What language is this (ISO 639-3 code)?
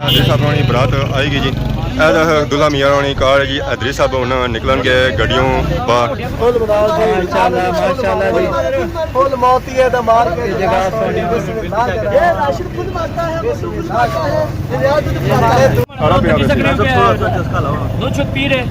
phr